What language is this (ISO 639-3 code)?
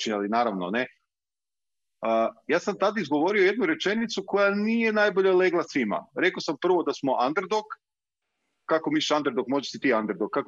hrv